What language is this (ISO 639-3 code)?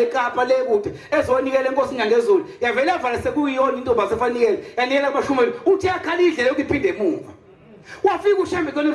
zul